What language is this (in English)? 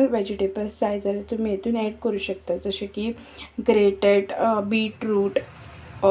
Konkani